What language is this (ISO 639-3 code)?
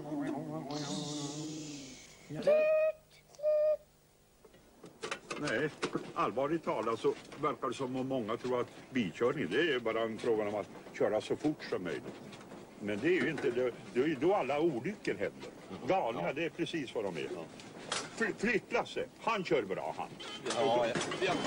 swe